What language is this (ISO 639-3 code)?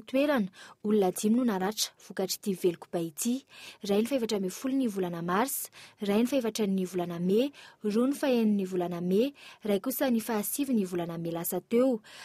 mlg